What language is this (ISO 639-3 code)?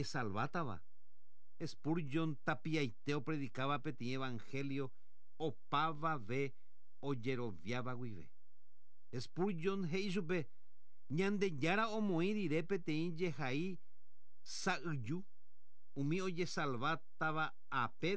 grn